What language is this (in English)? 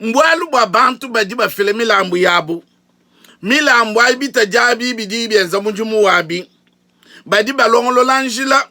Luba-Lulua